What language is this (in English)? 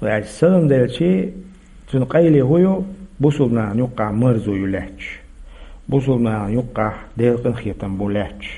Chechen